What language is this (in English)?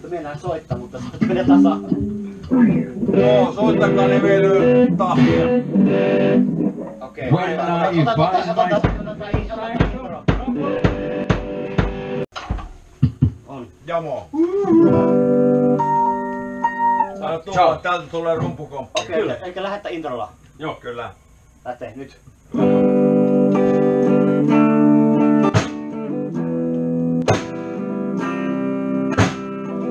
Finnish